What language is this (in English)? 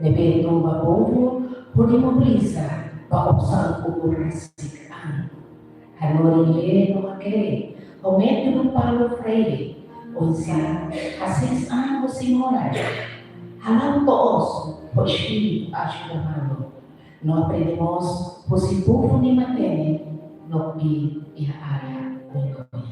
Tetum